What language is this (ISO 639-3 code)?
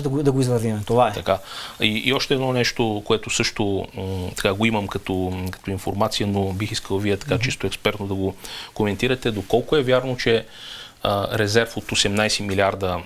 bul